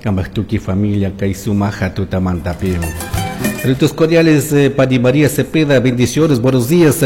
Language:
Chimborazo Highland Quichua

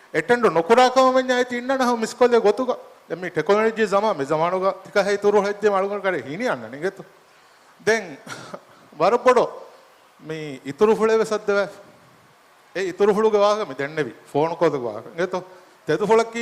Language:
Divehi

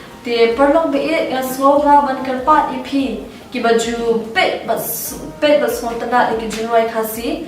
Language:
Khasi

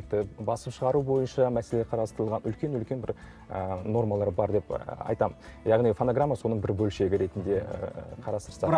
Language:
Kazakh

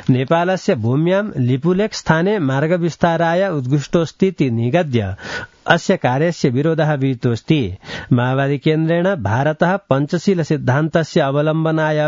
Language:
Sanskrit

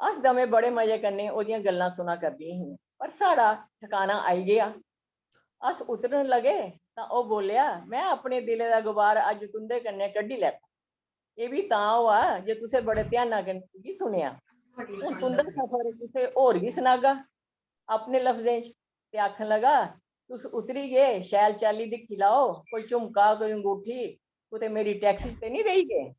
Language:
Dogri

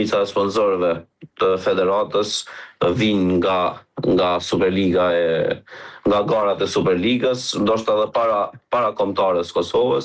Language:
Albanian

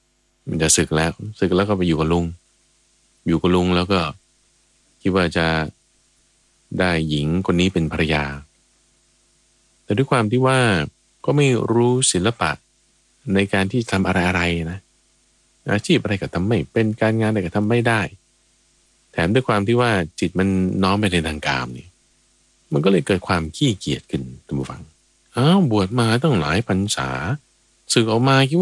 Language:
Thai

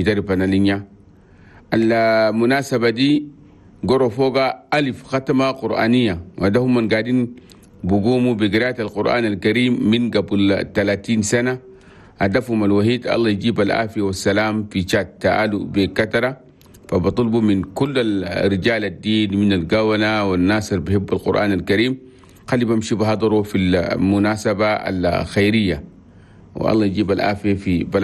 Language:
Chadian Arabic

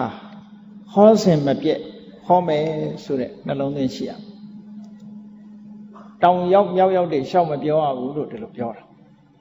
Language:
Burmese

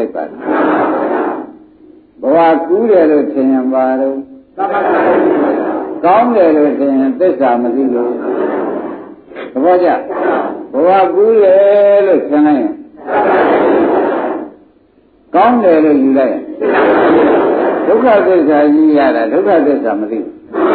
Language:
Burmese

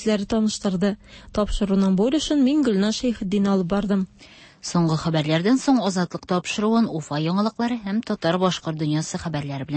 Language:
Tatar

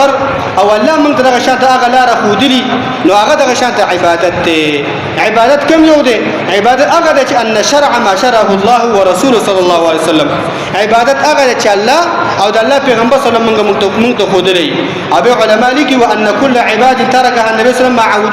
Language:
Pashto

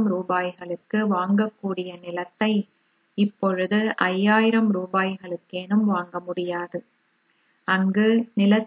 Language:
Tamil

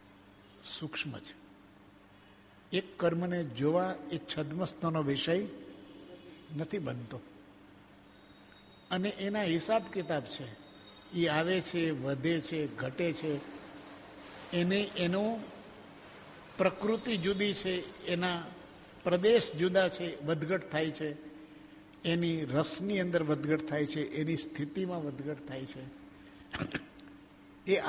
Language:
Gujarati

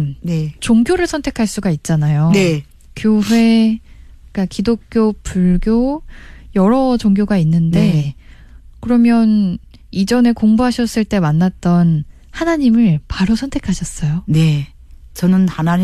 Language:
Korean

